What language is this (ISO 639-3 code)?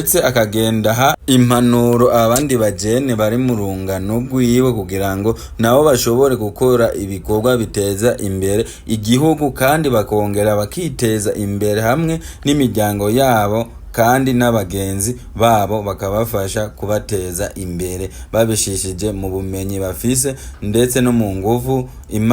run